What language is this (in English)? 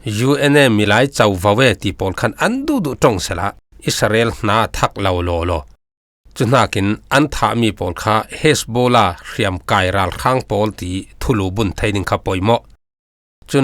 Falam Chin